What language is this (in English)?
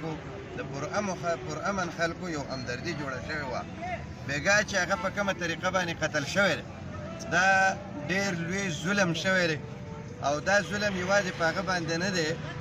Pashto